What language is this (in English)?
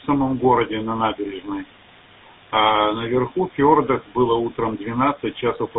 Russian